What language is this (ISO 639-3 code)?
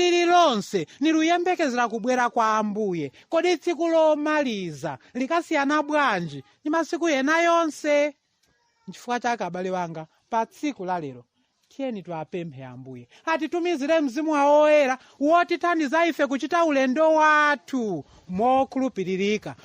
nya